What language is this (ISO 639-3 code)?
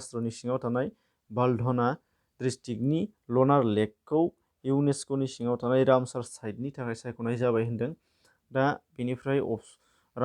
brx